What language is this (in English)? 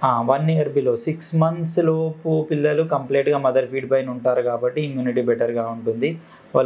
Telugu